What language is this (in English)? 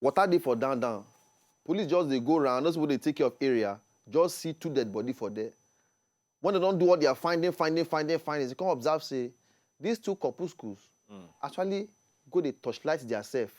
Nigerian Pidgin